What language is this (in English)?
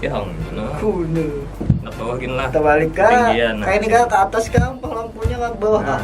Banjar